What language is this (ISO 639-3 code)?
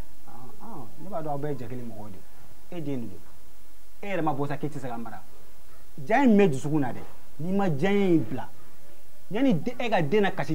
bam